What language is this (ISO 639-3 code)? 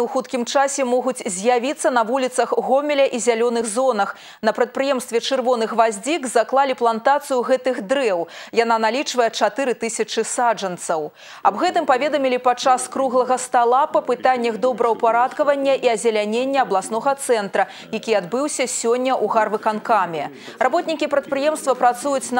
bel